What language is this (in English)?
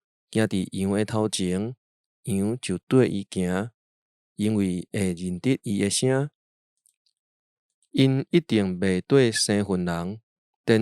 Min Nan Chinese